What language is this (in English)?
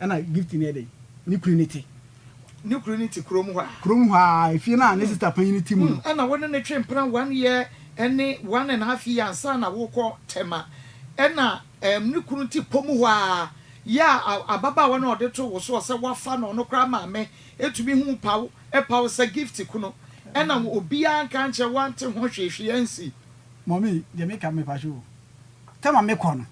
Akan